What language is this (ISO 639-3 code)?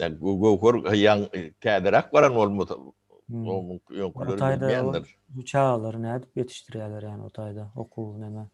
tuk